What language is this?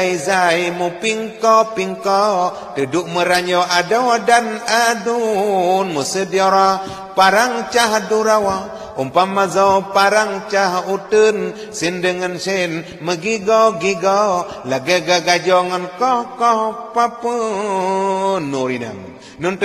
Achinese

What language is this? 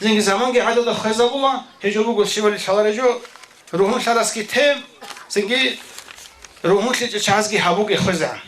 Avaric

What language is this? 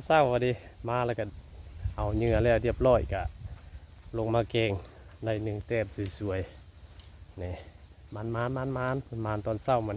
Northeastern Thai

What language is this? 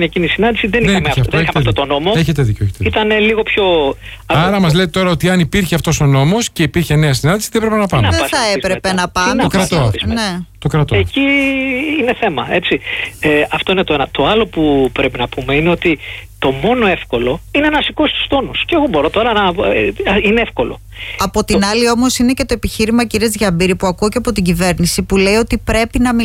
Greek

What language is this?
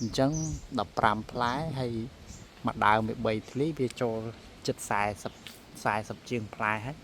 Khmer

